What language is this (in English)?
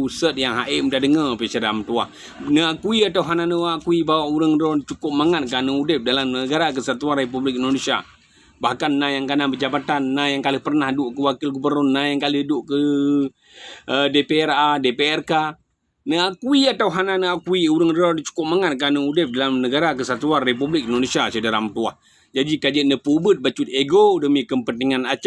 Achinese